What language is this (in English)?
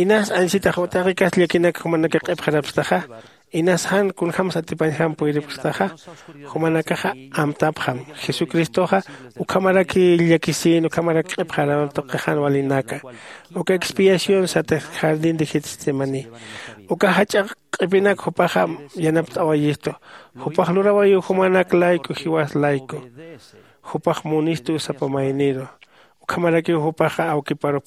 Aymara